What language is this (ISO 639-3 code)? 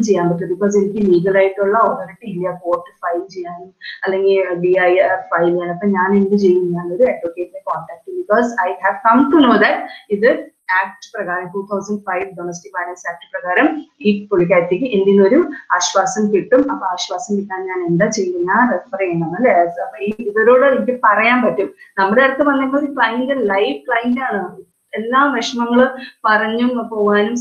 mal